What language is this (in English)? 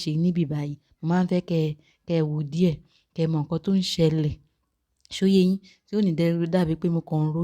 Yoruba